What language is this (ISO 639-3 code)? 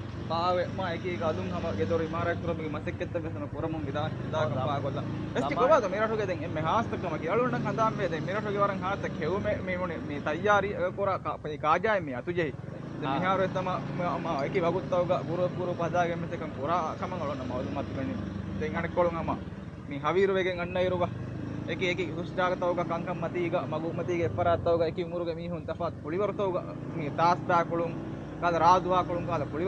div